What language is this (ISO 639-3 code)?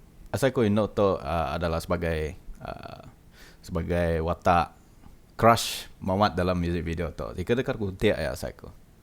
iba